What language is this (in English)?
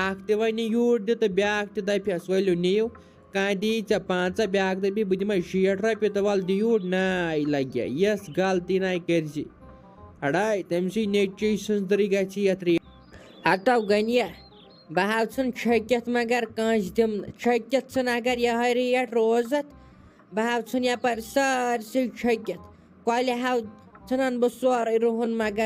Kashmiri